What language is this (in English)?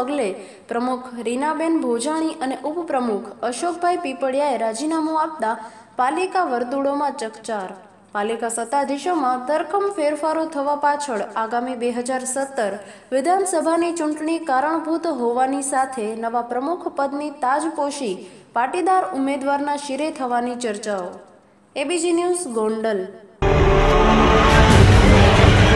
Gujarati